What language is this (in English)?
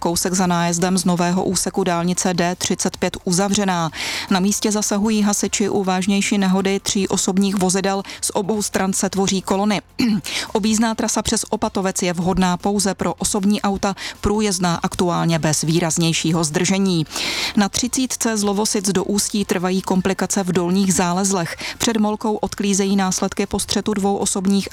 Czech